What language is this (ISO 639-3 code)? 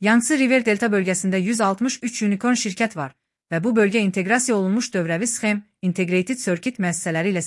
aze